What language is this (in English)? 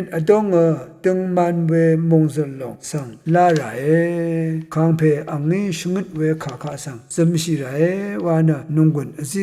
Rawang